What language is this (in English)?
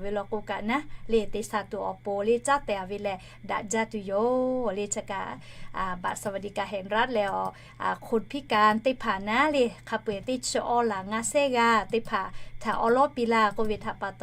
Lahu